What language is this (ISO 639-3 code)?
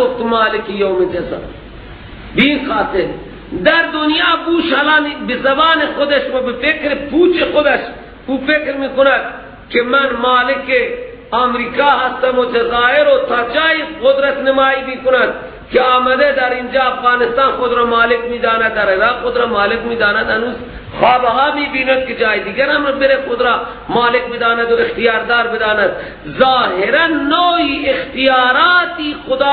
fas